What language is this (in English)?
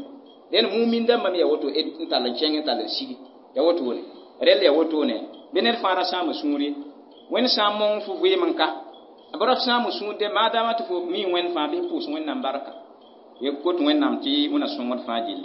Mossi